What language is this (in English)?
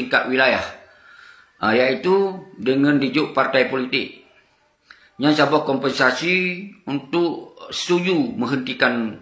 Achinese